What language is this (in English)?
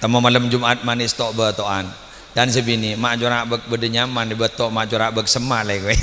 Madurese